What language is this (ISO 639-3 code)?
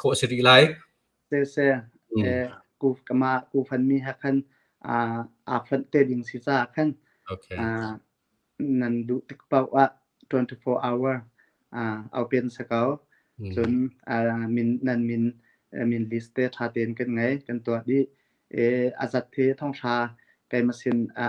cnh